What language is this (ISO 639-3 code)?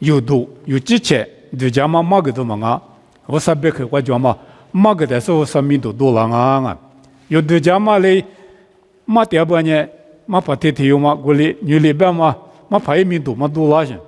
lis